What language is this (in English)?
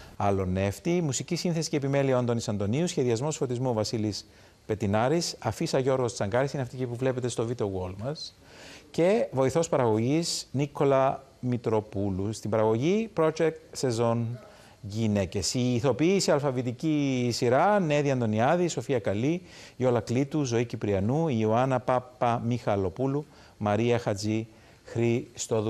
Greek